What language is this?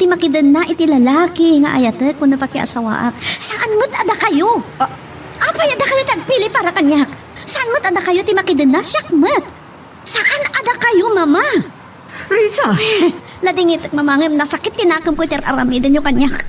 Iloko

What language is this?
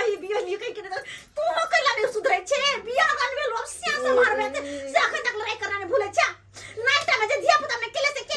Maithili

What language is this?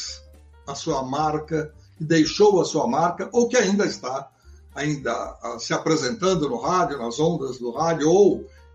Portuguese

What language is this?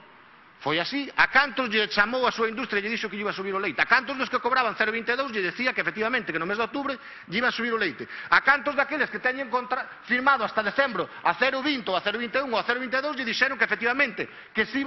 Galician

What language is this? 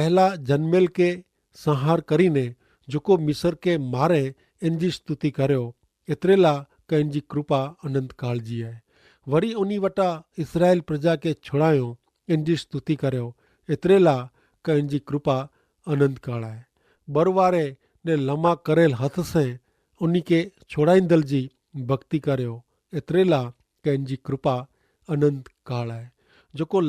Kachhi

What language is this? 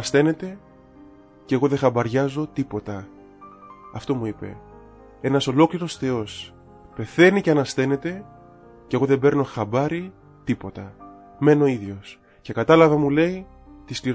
Greek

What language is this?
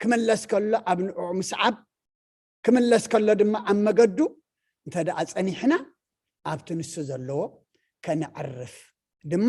Tigrinya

